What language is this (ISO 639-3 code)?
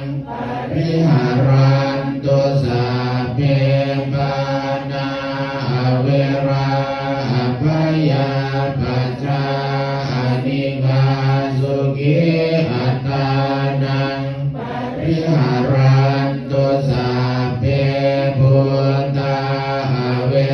pli